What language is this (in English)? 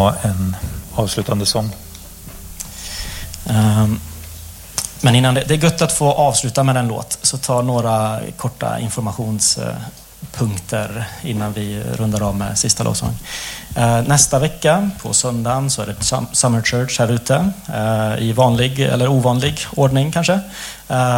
Swedish